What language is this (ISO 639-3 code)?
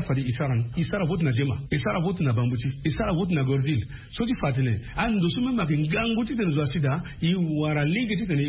sag